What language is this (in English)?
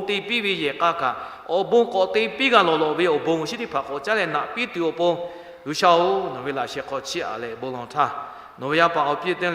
Lahu